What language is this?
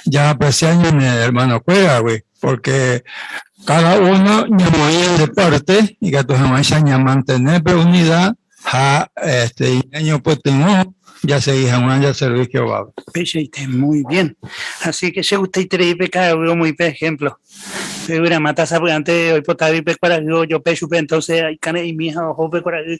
Guarani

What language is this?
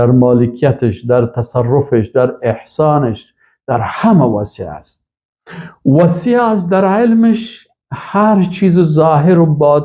Persian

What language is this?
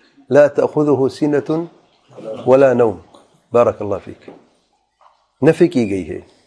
Urdu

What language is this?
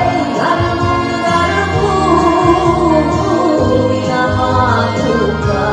Bashkir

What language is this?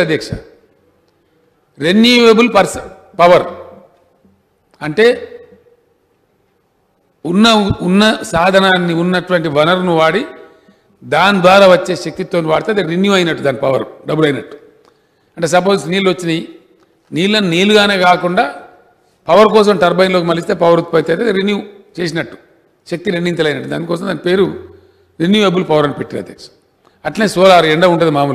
Telugu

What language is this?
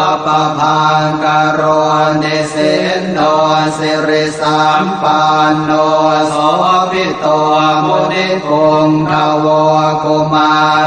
Pali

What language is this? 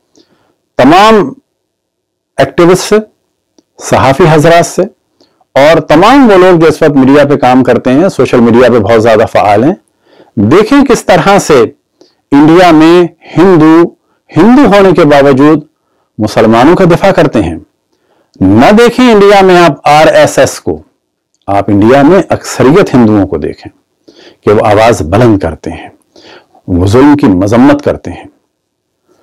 Urdu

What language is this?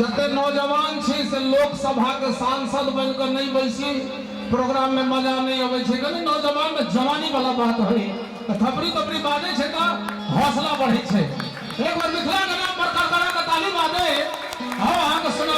Maithili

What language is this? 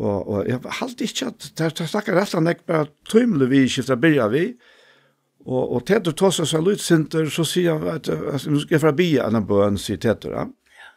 Faroese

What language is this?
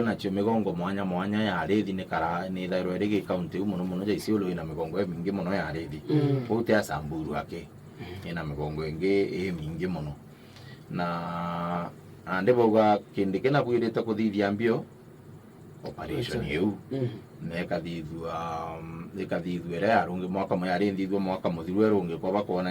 Meru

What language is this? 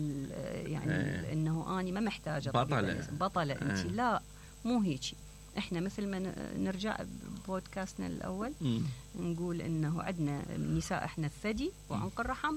Mesopotamian Arabic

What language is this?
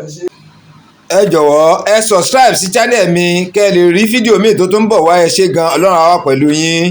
Yoruba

